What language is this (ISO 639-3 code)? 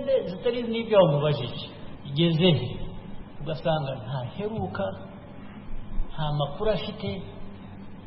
kin